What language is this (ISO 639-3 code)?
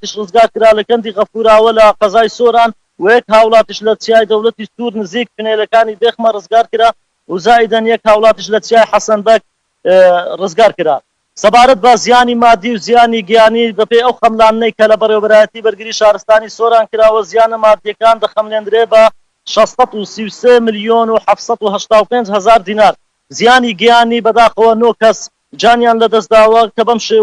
ckb